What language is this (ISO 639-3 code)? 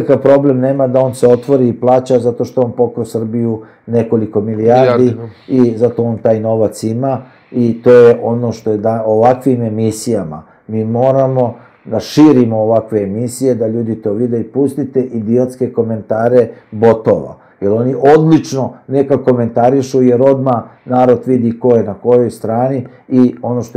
srp